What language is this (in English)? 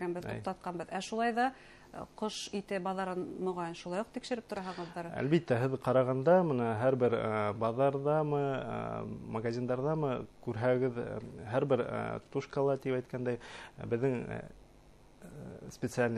Bashkir